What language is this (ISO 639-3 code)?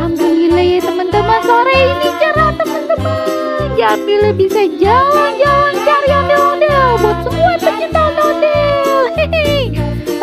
bew